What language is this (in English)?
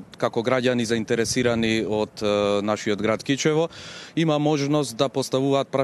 Macedonian